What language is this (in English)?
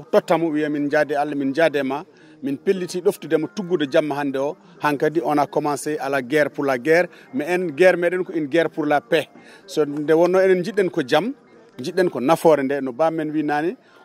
Fula